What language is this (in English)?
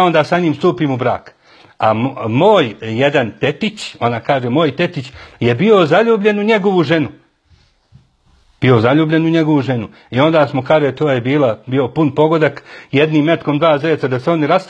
Bosnian